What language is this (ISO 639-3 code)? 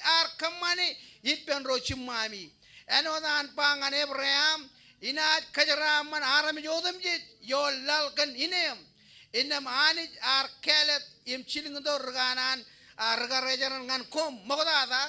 mah